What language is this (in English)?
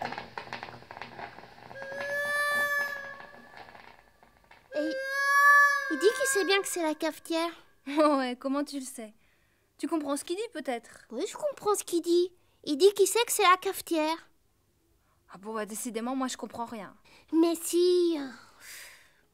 French